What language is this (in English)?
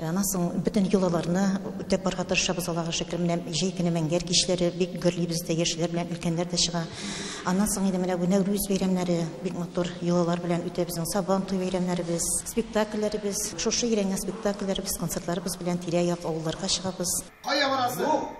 Tatar